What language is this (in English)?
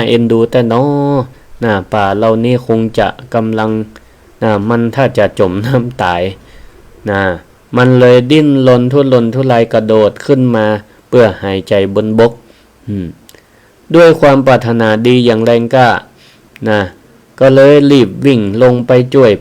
Northern Thai